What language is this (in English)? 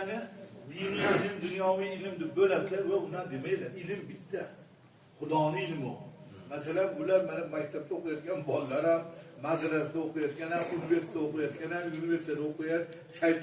Uzbek